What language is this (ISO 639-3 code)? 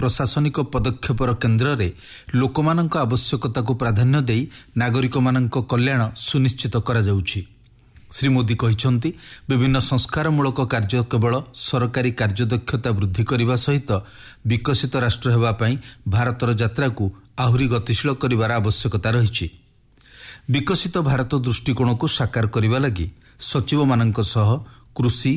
ori